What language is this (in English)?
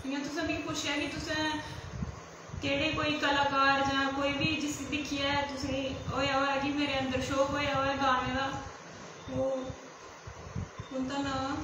Dogri